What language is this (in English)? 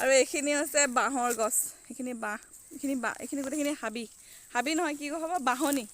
Assamese